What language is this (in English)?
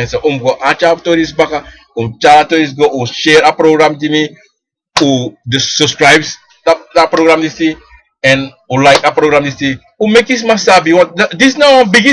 Sranan Tongo